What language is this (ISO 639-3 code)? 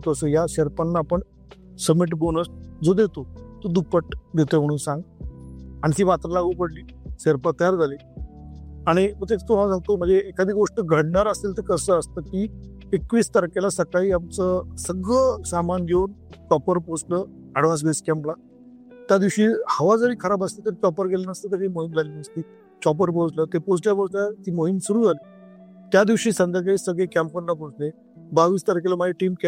mar